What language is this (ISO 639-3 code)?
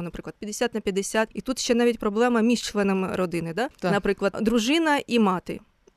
ukr